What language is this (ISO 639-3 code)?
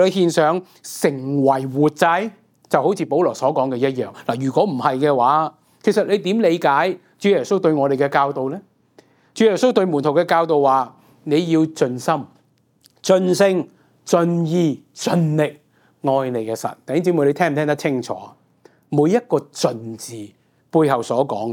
yue